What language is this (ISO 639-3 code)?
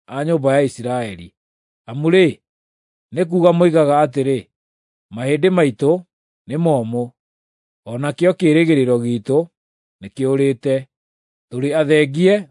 kik